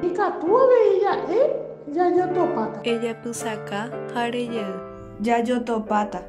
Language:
Guarani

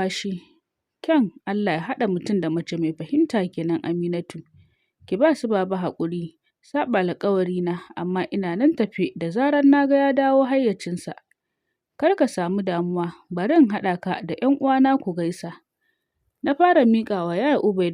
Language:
Hausa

